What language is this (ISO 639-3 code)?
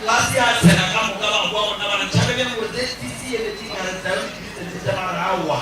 nso